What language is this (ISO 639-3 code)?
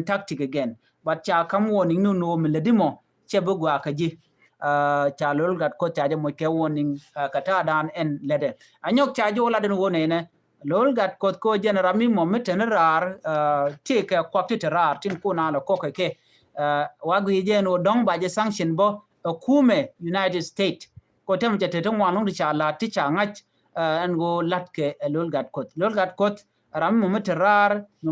nus